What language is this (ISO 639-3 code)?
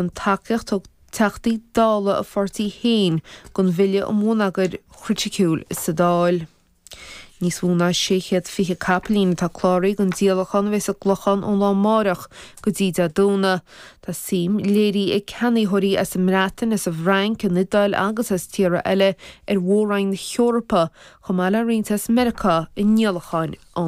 gle